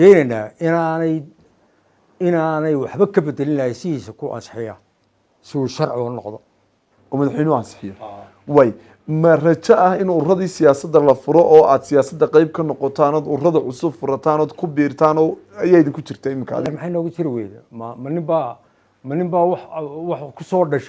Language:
Somali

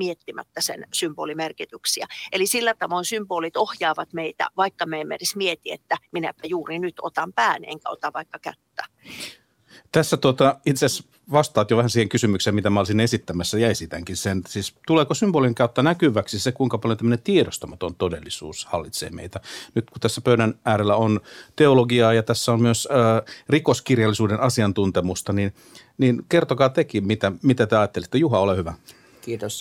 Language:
Finnish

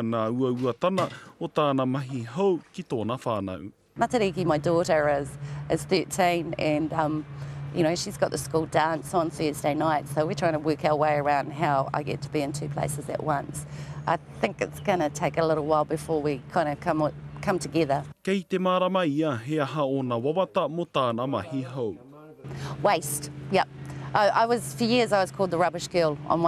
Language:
Māori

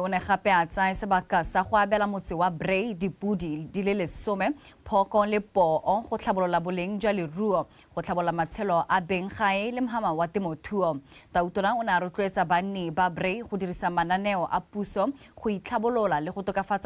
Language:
Tswana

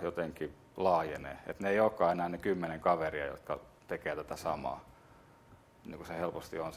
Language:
Finnish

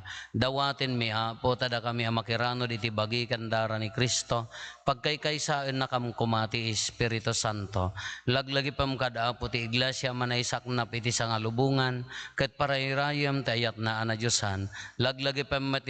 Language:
Iloko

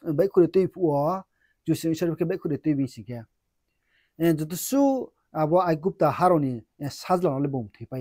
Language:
Riang (India)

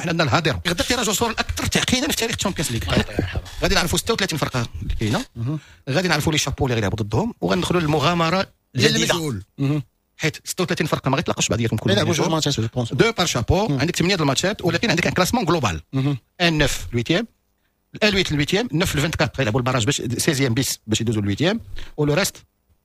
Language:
Moroccan Arabic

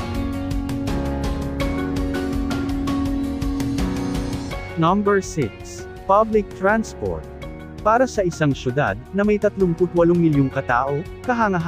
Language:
Filipino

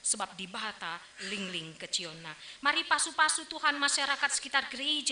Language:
Batak Karo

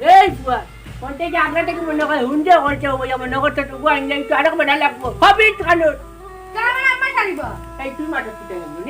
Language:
Sylheti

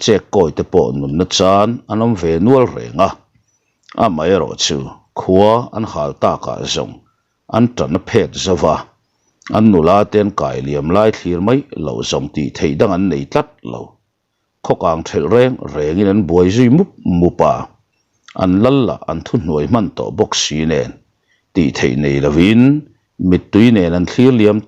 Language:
Mizo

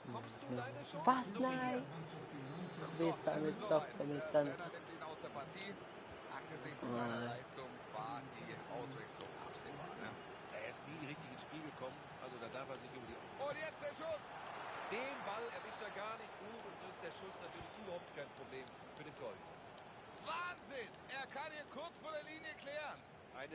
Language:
Swiss German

